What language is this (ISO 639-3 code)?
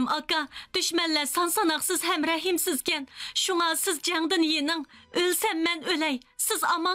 uig